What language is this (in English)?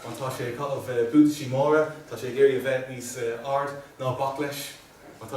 Irish